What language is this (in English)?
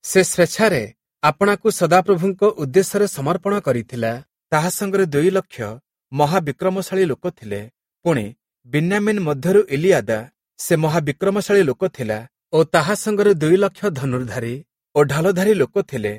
Odia